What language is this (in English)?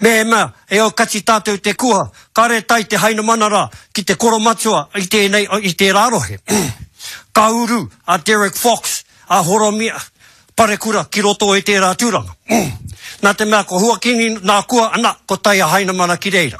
Māori